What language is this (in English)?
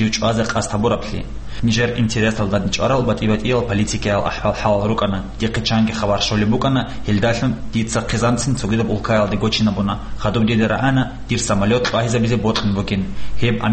Avaric